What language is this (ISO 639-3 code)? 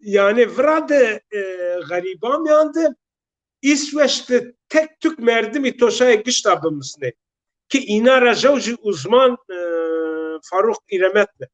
zza